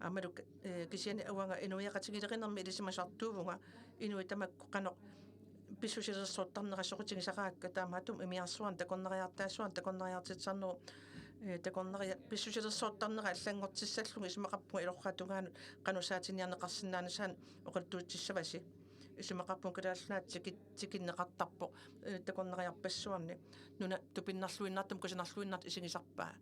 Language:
Kalaallisut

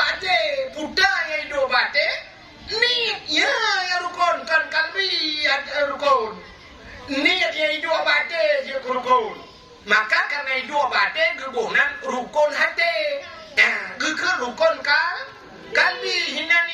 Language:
Achinese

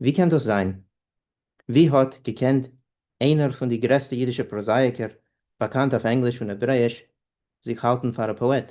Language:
Yiddish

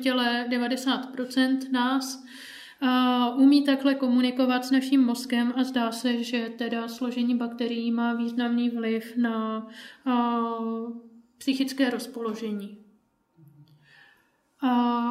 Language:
Czech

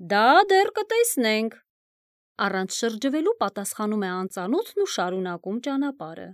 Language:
Armenian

